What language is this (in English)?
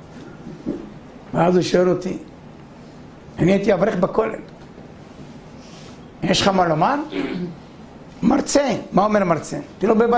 Hebrew